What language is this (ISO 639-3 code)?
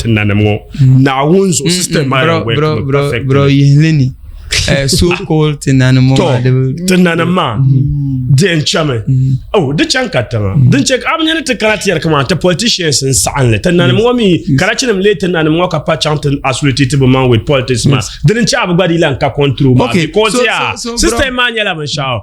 dag